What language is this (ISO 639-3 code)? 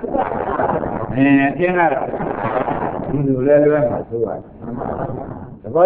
mya